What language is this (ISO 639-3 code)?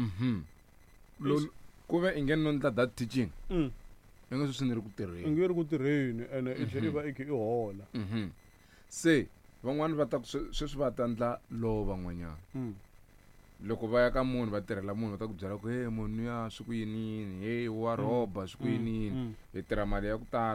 tso